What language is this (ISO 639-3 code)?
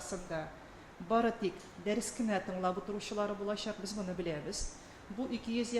tat